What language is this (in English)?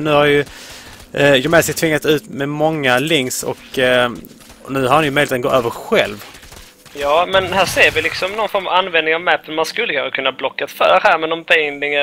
Swedish